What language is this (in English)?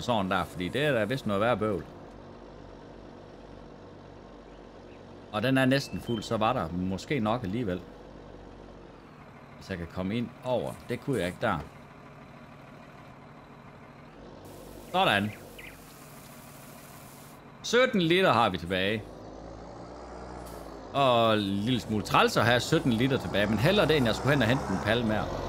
Danish